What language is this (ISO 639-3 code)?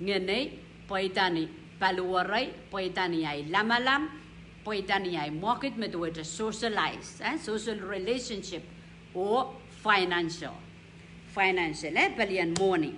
pon